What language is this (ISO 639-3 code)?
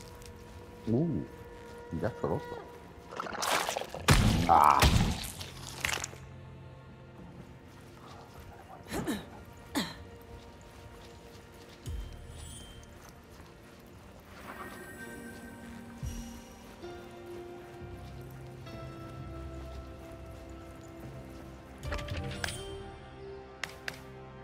ita